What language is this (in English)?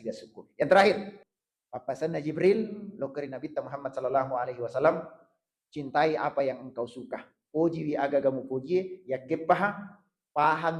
Buginese